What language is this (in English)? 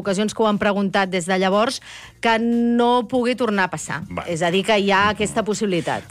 Catalan